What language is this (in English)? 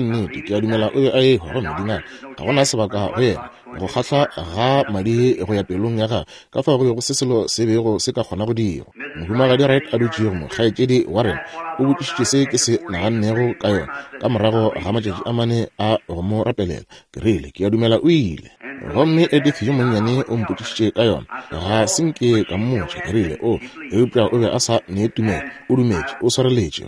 Northern Sotho